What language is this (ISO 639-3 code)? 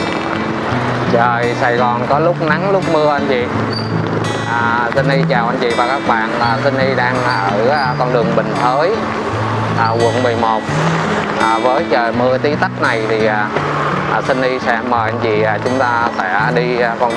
vie